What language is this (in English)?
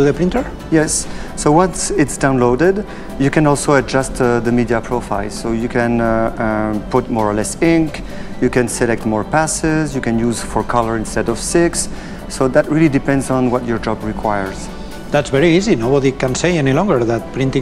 English